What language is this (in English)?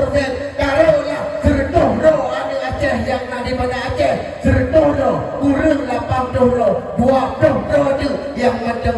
Achinese